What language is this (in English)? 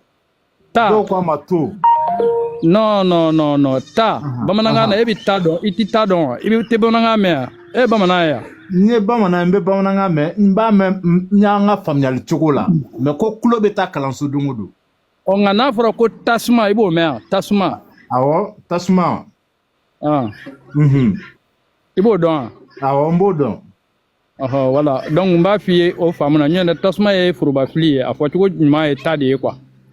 Bambara